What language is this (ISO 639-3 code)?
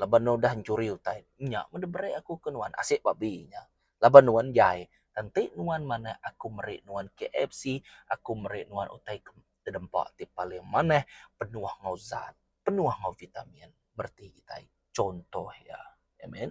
iba